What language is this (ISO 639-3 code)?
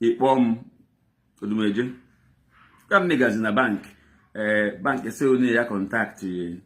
ibo